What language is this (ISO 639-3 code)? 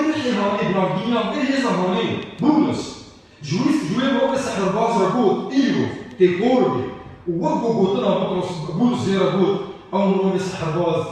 kur